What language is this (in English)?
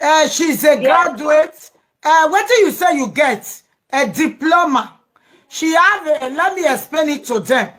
Nigerian Pidgin